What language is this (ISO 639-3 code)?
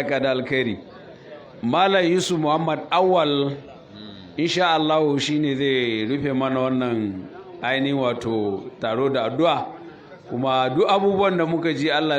hau